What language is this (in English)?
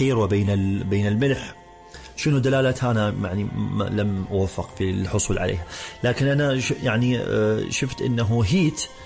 Mesopotamian Arabic